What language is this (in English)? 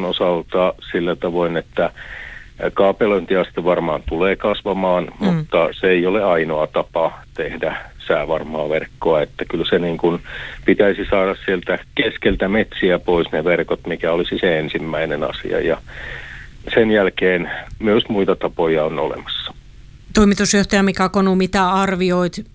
Finnish